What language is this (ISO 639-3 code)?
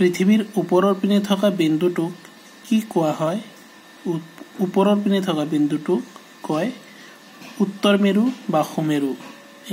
asm